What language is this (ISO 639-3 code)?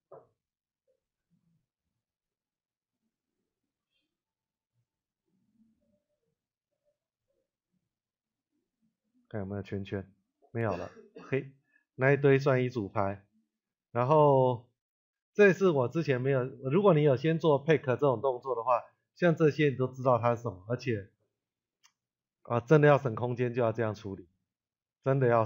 zho